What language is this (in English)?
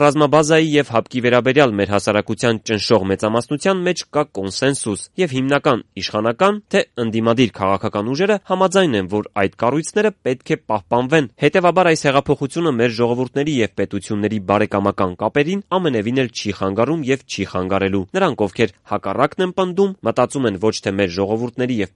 Armenian